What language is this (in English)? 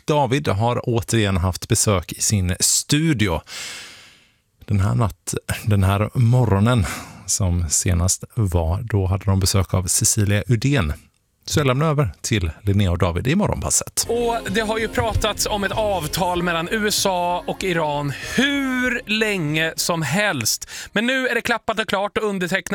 Swedish